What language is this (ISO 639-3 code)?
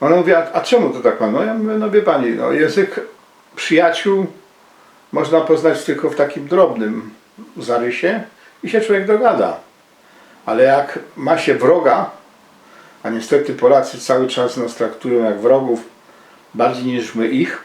szl